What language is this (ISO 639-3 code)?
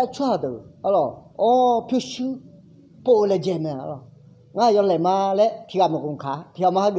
ahk